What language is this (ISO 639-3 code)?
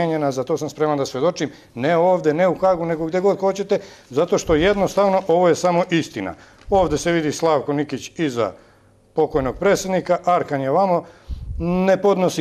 srp